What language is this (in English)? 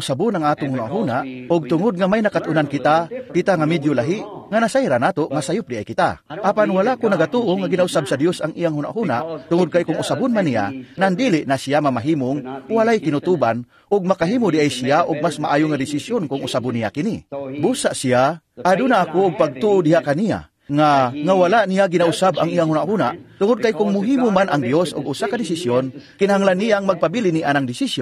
Cebuano